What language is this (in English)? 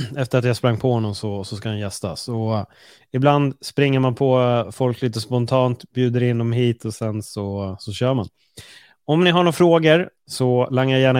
Swedish